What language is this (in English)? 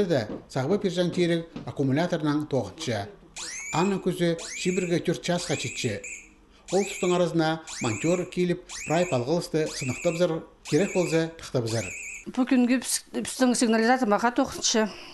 Khakas